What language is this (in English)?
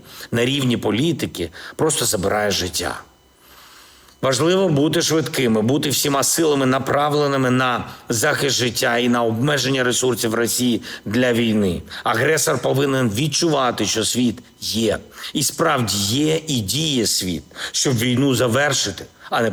Ukrainian